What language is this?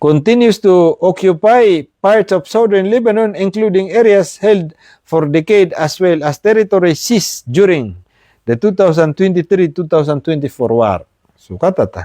Maranao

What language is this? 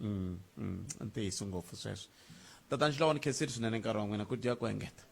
Tsonga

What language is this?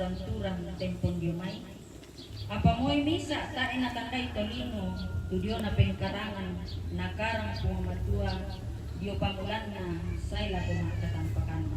Toraja-Sa'dan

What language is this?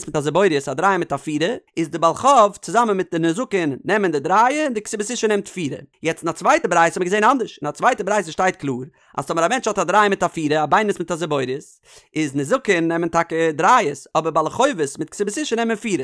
Yiddish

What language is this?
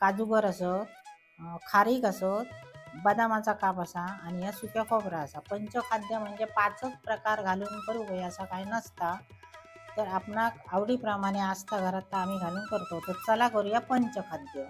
Konkani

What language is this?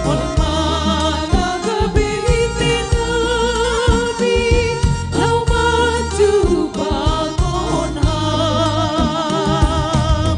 Batak Simalungun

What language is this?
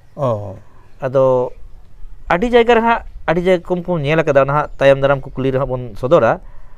Santali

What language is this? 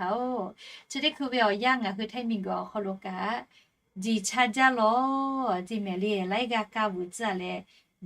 Lahu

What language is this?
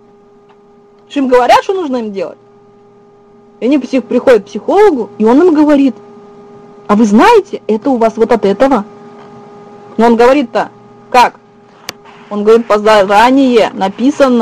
Russian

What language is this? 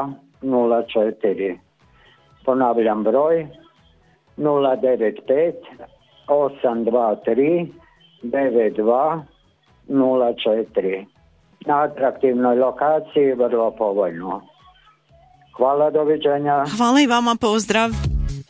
Croatian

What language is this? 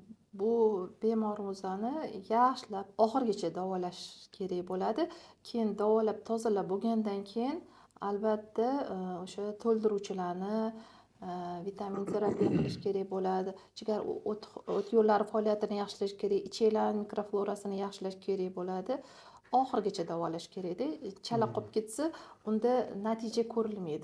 Uzbek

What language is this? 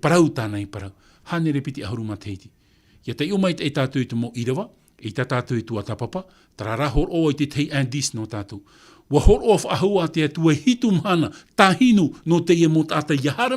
Tahitian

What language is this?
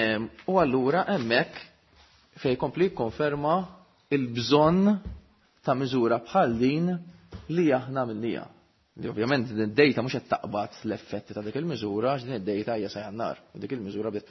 Maltese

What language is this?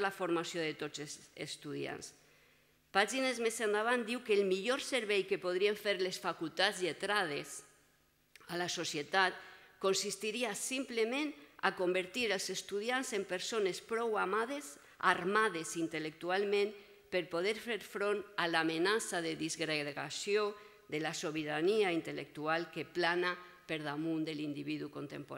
Catalan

